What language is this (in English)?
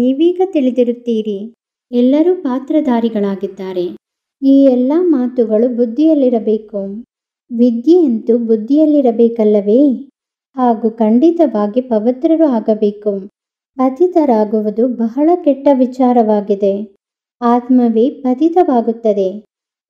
Kannada